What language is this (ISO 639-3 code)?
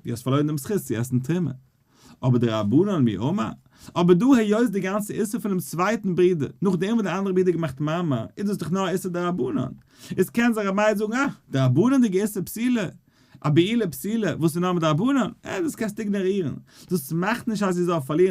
yid